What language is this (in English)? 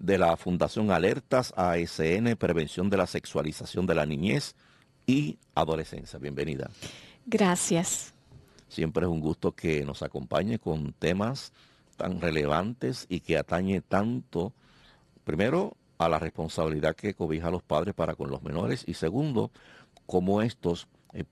Spanish